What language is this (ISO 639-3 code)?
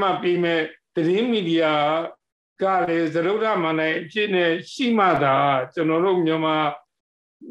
mya